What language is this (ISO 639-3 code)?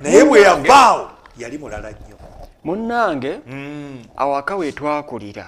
lug